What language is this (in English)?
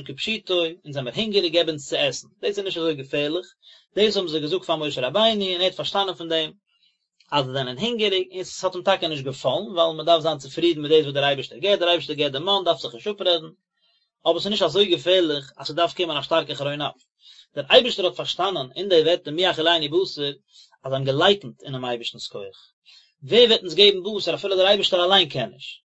Yiddish